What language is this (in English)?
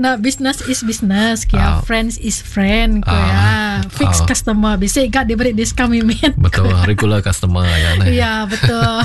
Iban